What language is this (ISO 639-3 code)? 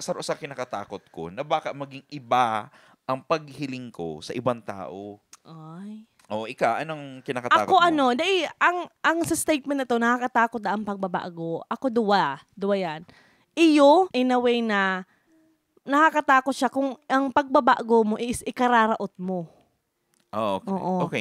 bik